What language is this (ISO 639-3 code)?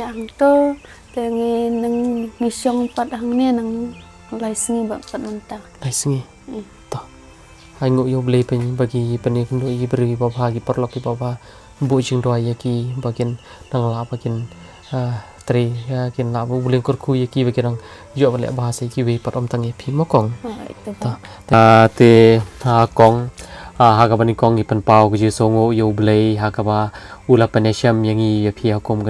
kha